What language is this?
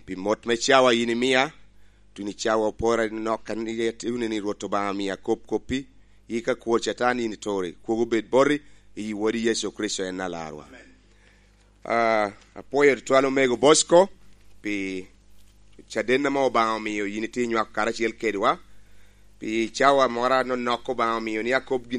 Lango (Uganda)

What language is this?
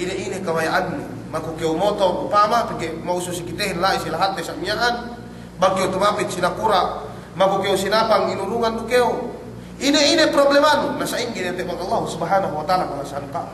Yakan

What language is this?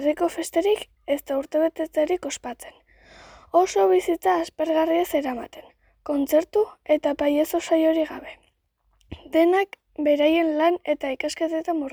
Basque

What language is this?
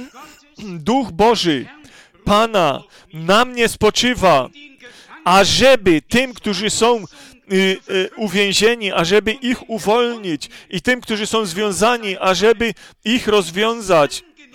Polish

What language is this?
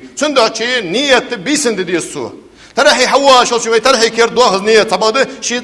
Ingush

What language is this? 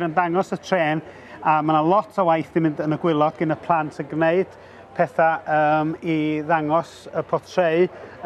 Welsh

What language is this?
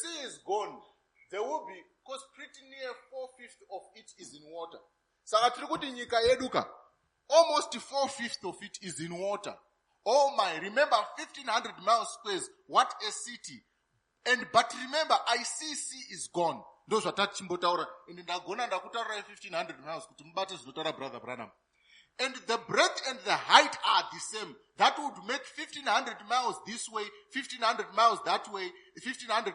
Shona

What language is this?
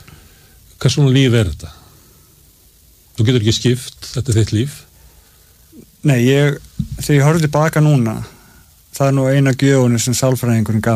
Icelandic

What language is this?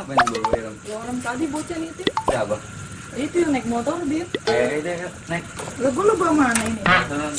Betawi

